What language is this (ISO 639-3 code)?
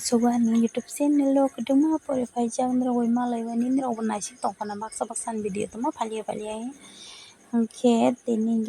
trp